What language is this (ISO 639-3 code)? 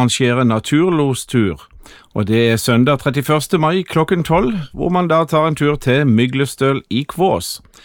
nor